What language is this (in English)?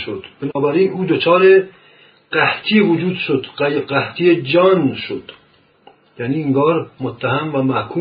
Persian